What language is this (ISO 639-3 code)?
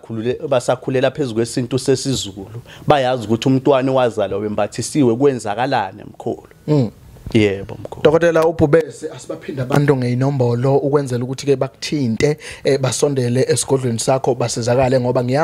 zul